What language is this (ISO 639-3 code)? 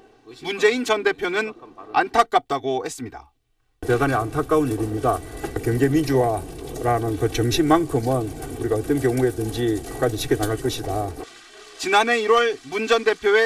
kor